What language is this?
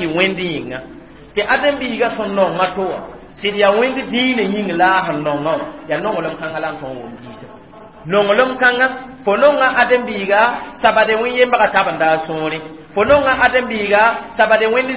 Mossi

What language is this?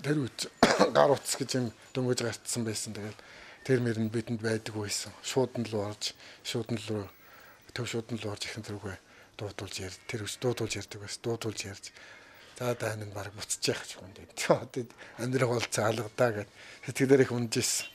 Mongolian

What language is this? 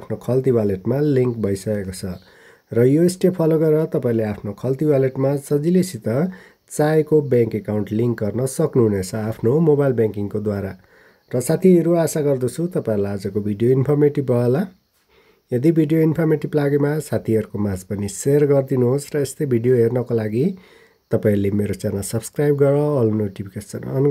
Nepali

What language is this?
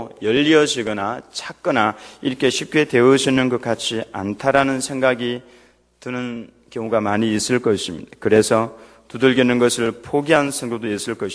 Korean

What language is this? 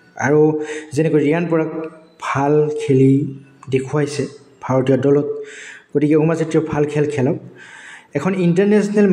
Assamese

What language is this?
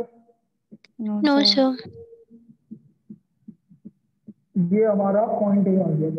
Hindi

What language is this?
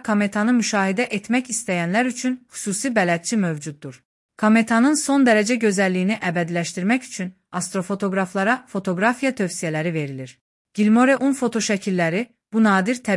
Azerbaijani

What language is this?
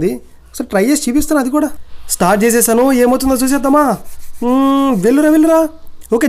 Telugu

